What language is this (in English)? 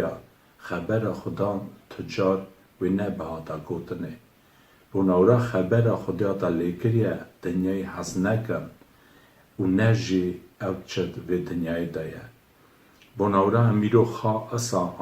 Kurdish